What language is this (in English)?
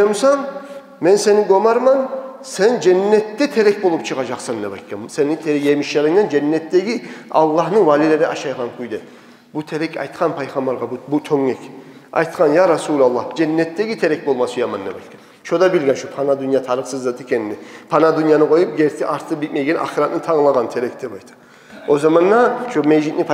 Kumyk